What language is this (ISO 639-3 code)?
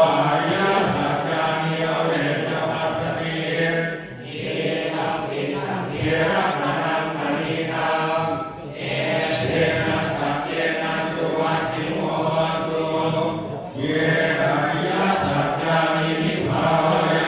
pli